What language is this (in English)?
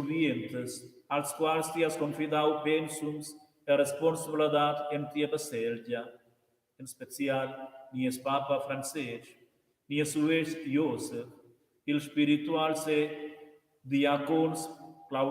Romansh